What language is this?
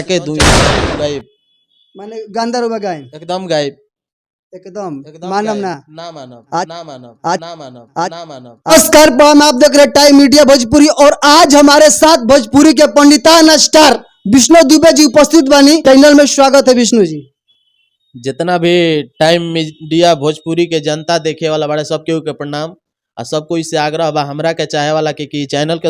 Bhojpuri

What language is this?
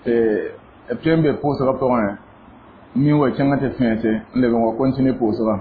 Mossi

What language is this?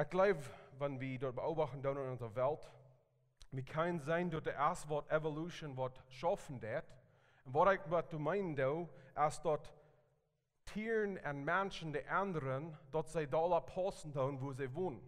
Plautdietsch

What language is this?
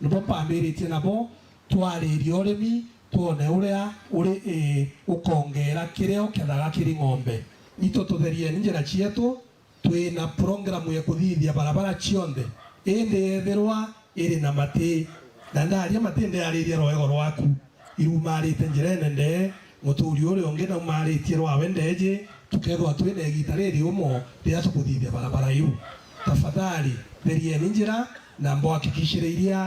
Meru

